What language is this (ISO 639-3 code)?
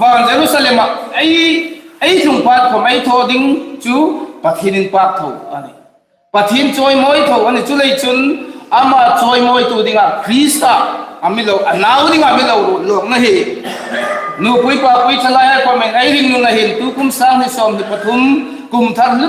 hmr